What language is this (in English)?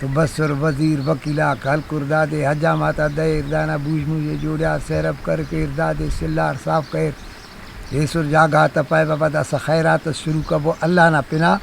Brahui